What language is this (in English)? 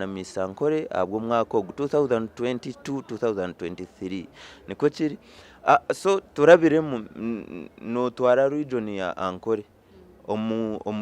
Nyankole